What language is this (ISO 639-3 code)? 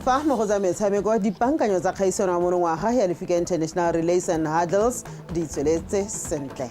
tsn